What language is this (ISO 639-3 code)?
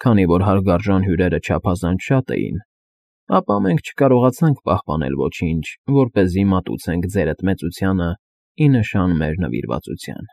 hye